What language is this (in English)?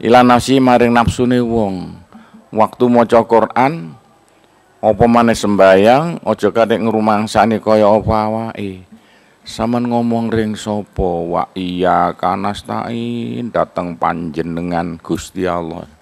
Javanese